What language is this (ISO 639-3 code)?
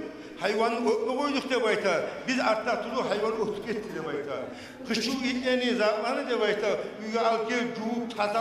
kum